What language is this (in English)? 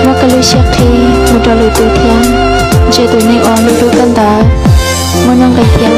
Hmong